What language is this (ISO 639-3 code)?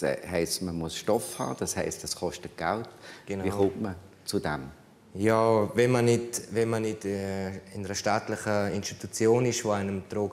gsw